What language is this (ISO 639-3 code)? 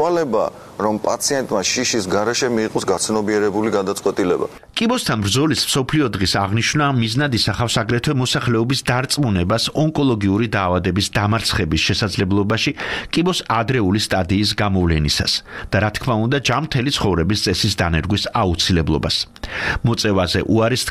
kat